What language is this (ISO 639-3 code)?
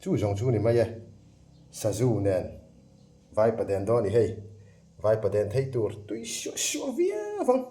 lus